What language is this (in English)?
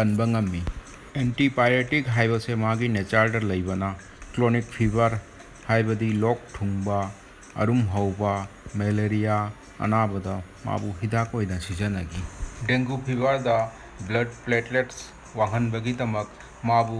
Manipuri